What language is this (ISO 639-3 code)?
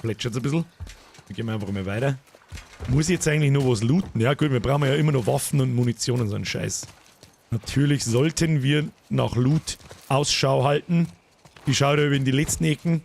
bar